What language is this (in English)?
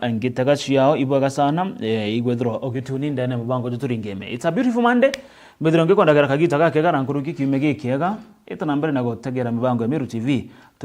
Meru